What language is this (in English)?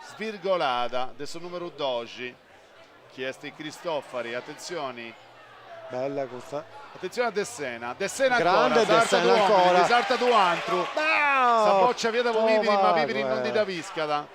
Sardinian